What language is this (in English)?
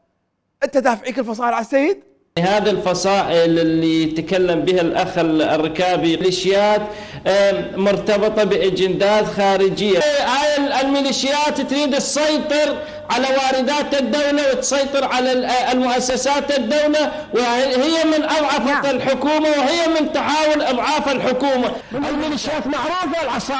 Mesopotamian Arabic